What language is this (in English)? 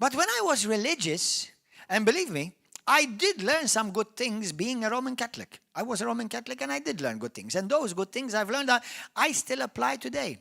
English